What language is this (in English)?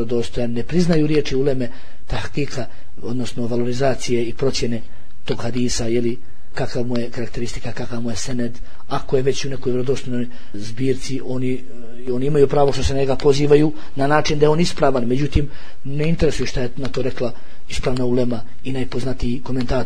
Bosnian